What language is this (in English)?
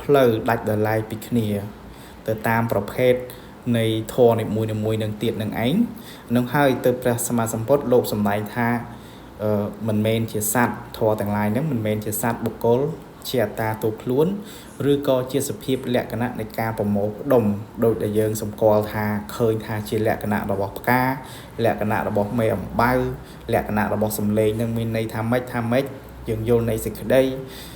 Khmer